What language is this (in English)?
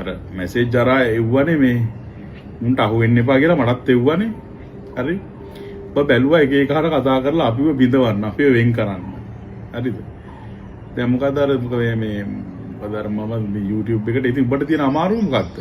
Sinhala